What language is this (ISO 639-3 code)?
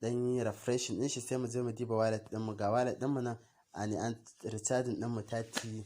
hau